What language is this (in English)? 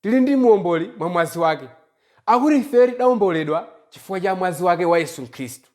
Nyanja